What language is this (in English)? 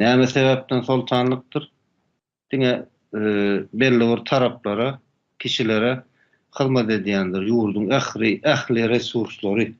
Turkmen